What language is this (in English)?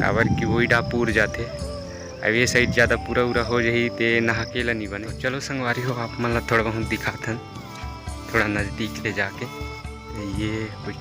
Chhattisgarhi